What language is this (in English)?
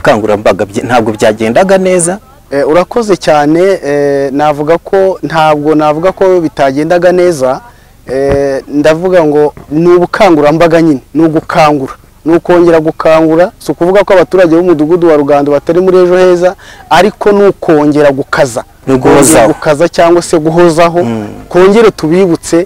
Kinyarwanda